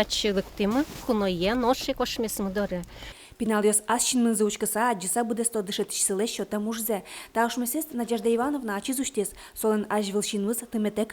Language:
Udmurt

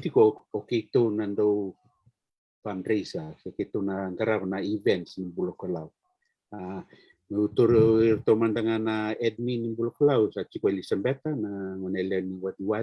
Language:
Fijian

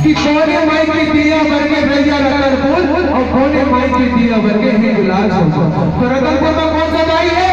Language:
Chhattisgarhi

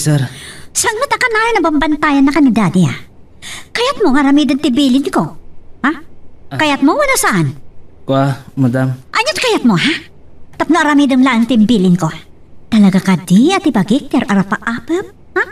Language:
Iloko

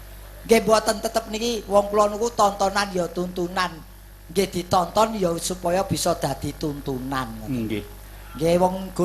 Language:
Javanese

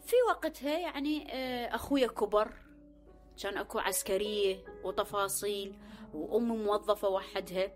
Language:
Mesopotamian Arabic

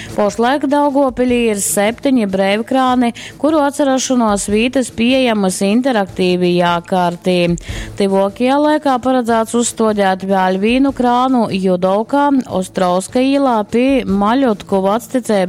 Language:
Latgalian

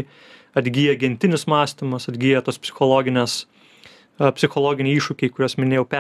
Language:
Lithuanian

